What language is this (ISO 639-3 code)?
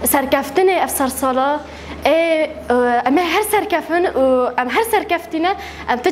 kur